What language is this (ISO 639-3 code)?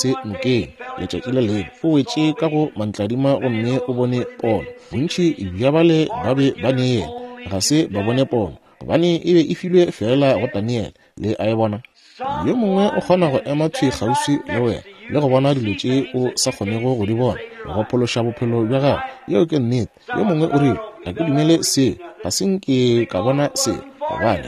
nso